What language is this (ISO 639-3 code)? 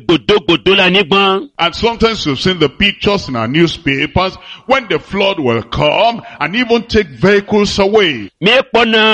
ewe